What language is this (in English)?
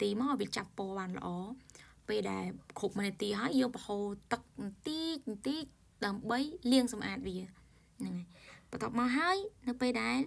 Khmer